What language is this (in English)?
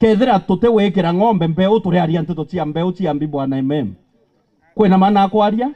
Meru